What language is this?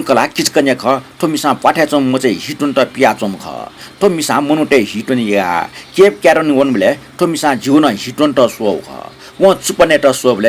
Newari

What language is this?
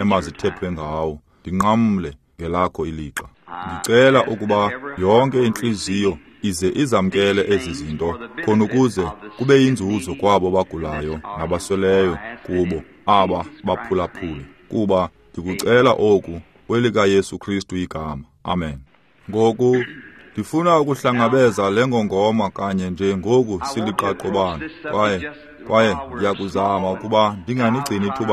Xhosa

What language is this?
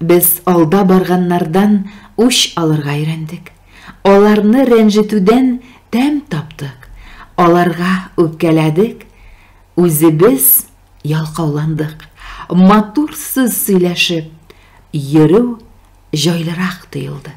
Tatar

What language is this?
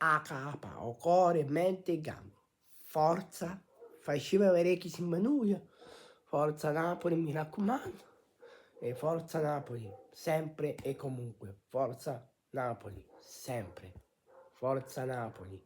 Neapolitan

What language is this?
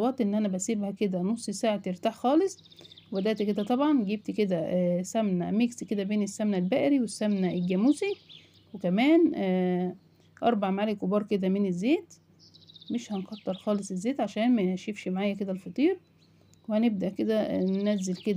Egyptian Arabic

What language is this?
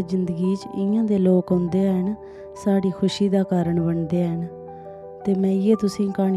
Dogri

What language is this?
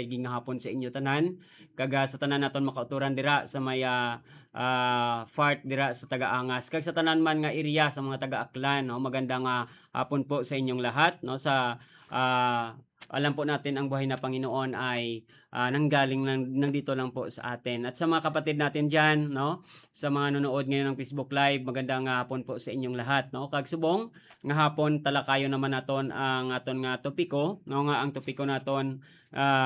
Hiligaynon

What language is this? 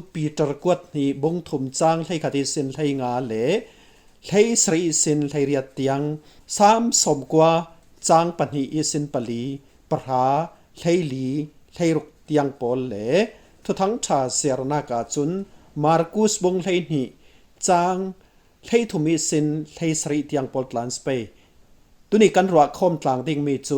Falam Chin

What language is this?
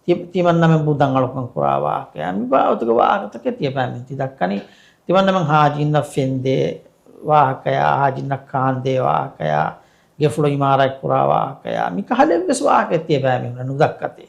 Divehi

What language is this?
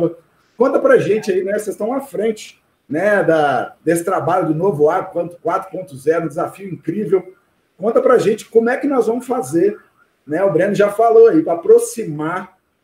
Portuguese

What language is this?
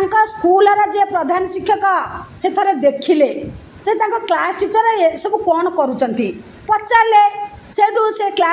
Odia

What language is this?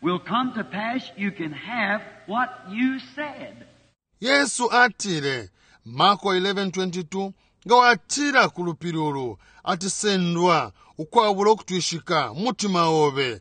Bemba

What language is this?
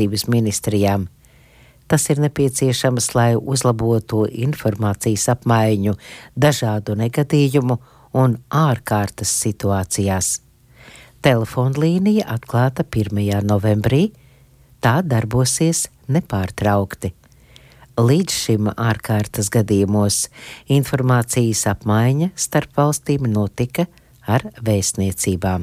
Latvian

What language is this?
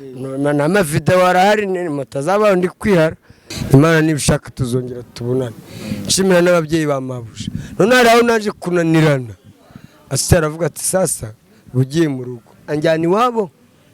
Kinyarwanda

